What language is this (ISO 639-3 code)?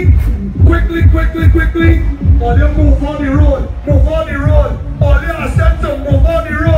eng